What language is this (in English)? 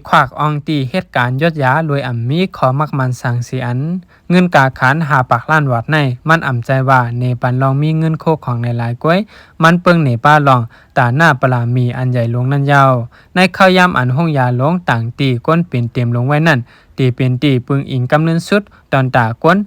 Shan